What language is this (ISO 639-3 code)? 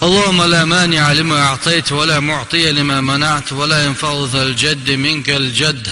che